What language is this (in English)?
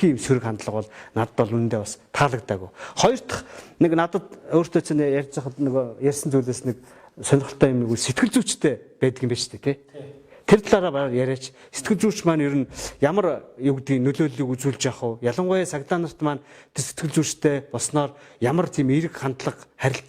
Mongolian